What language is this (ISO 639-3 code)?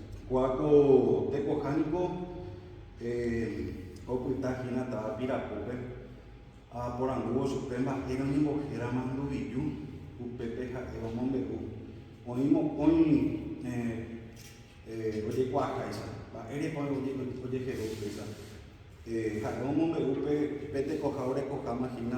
grn